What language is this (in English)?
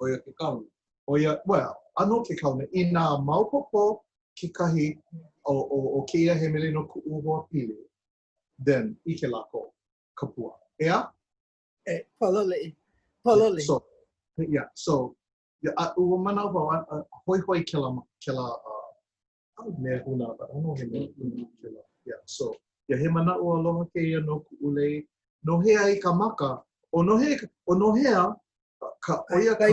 Hawaiian